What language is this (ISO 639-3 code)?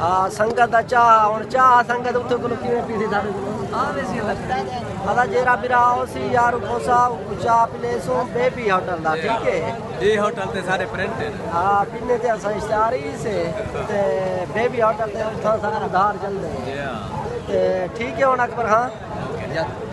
skr